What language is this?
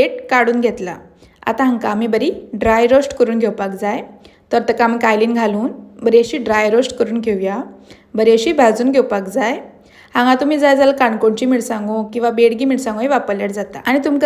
Konkani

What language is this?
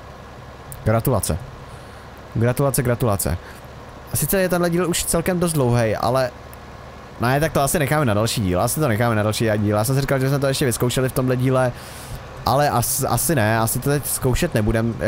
Czech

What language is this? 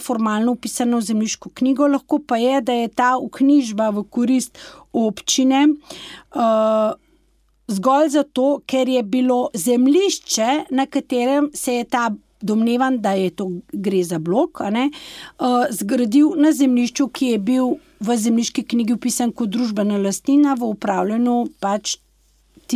Slovenian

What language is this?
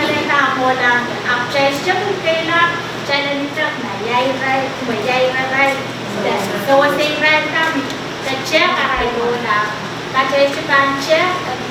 Pohnpeian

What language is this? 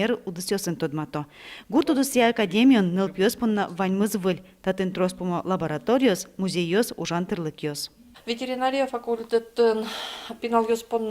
Udmurt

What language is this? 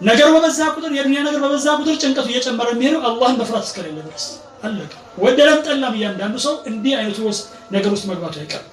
Amharic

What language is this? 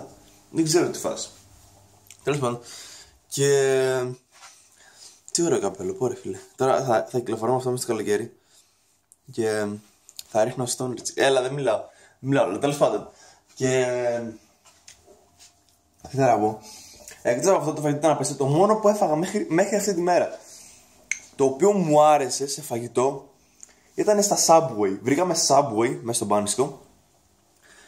Greek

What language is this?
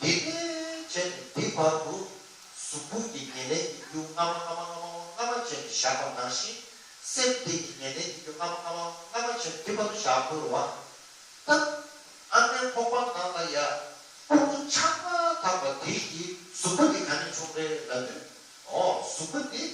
Tibetan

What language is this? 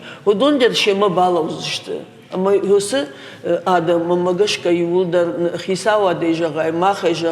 Ossetic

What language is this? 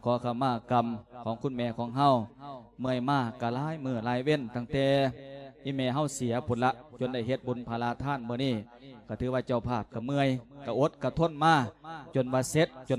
Lao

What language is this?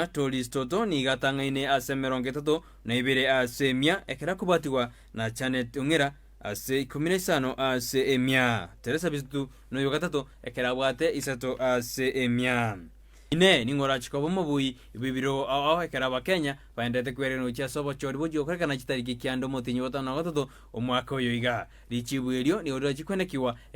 Gusii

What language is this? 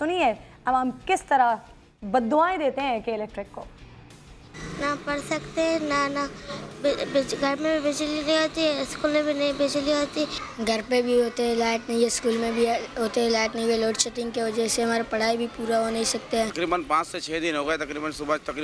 Urdu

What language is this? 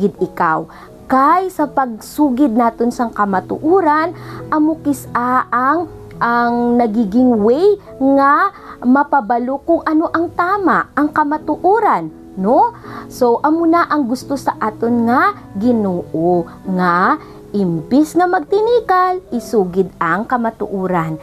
Hiligaynon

